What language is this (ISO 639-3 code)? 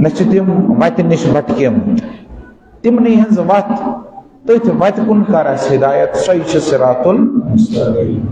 kas